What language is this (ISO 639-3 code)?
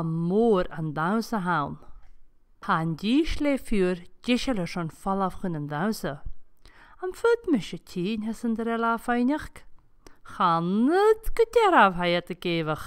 gla